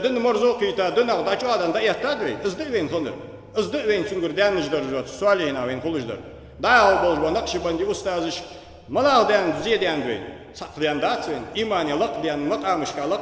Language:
Ingush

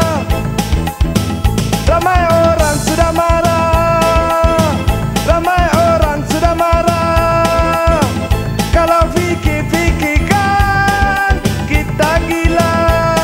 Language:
Malay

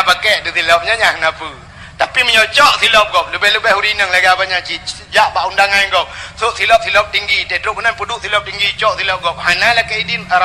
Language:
Achinese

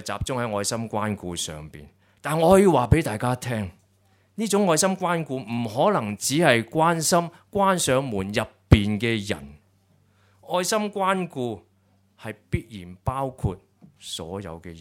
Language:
Cantonese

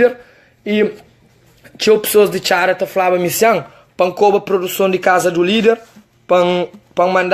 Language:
Kabuverdianu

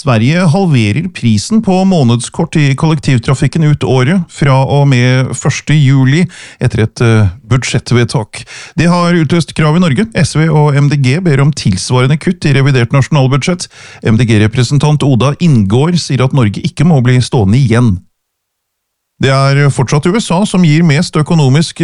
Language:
Norwegian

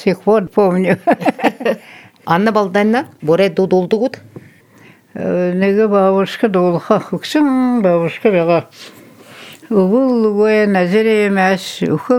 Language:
Buriat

